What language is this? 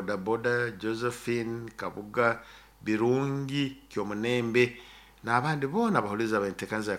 Nyoro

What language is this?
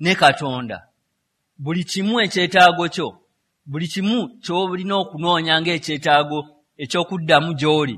Ganda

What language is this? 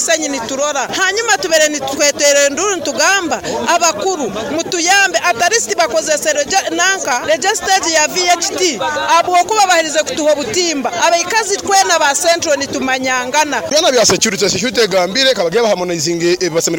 Nyoro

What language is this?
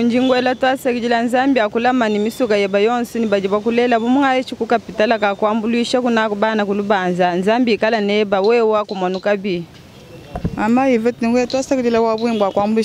Luba-Lulua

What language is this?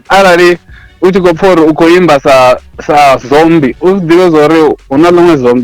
Venda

